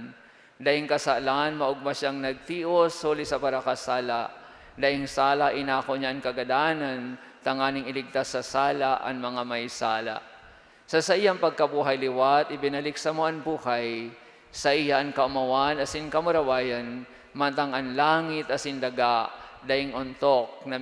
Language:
Bikol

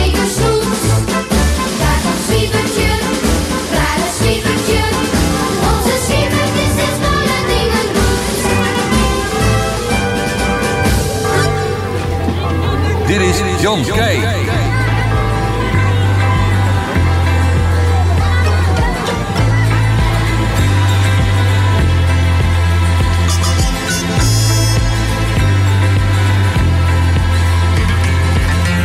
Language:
Dutch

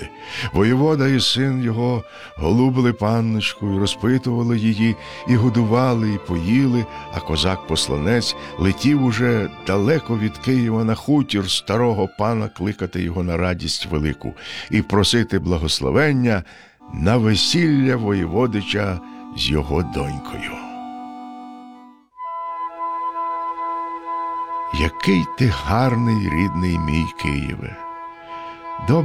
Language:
Ukrainian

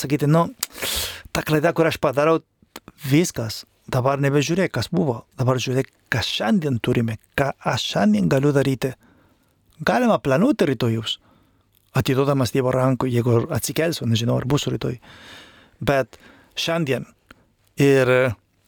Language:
Lithuanian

